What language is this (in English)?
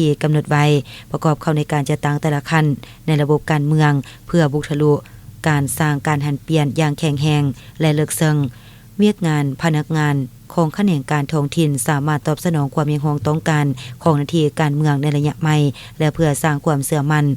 Lao